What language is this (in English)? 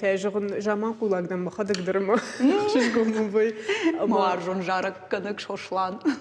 Ossetic